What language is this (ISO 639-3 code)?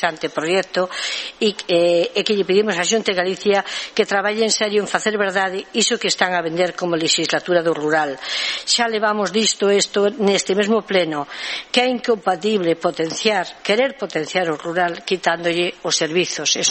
glg